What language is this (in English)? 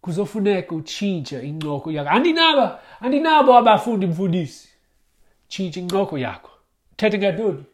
Xhosa